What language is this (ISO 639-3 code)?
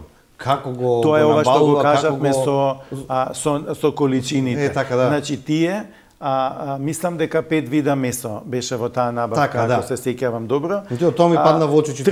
mkd